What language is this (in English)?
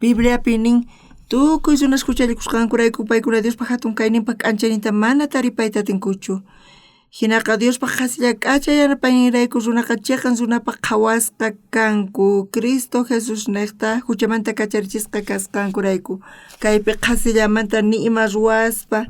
South Bolivian Quechua